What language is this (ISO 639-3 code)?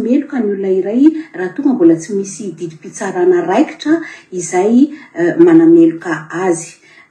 mlg